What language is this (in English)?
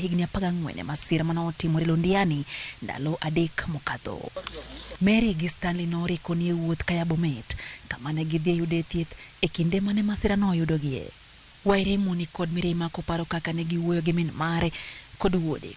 Luo (Kenya and Tanzania)